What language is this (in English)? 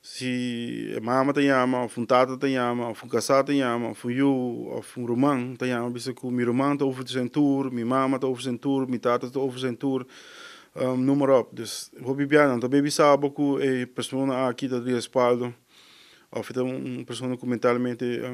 Papiamento